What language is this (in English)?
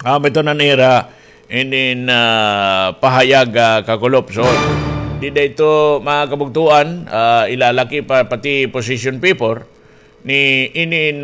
Waray